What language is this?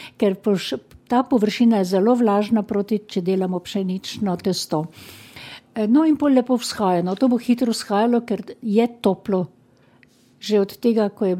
Slovenian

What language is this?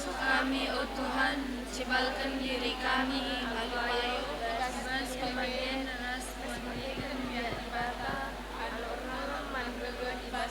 Batak Karo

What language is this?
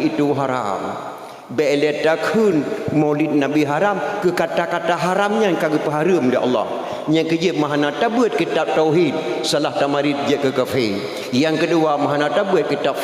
Achinese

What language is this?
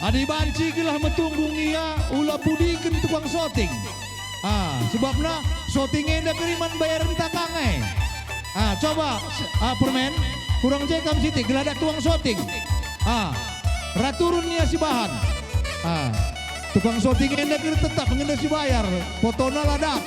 Batak Karo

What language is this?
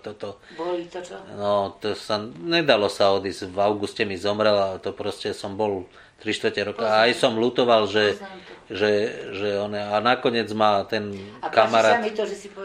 Slovak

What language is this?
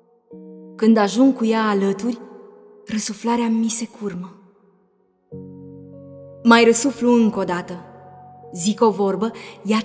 Romanian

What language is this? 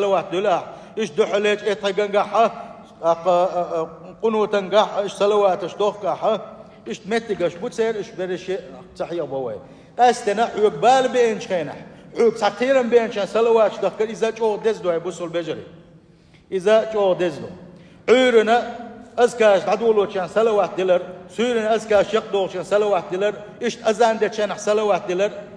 Chechen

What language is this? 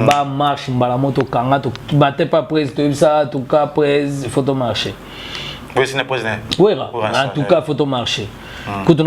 Lingala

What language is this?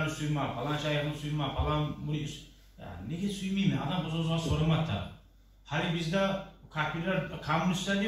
Kumyk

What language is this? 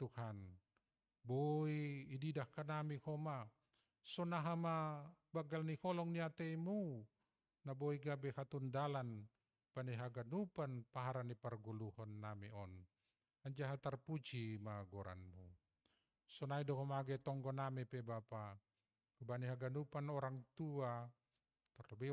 Batak Simalungun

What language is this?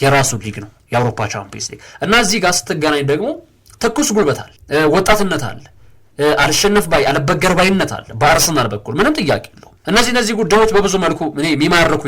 Amharic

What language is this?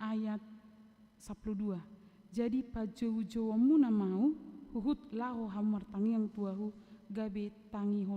Batak Toba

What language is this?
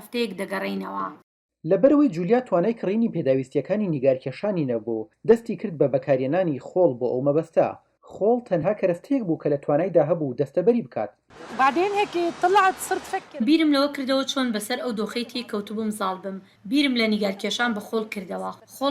Central Kurdish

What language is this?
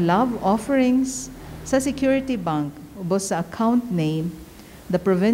Cebuano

